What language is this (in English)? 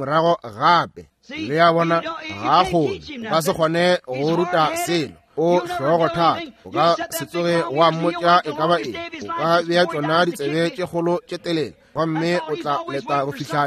Northern Sotho